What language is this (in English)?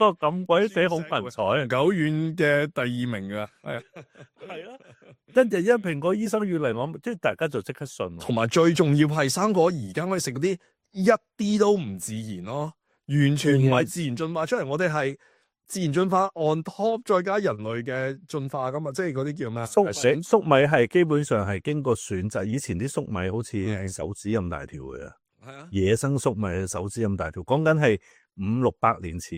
Cantonese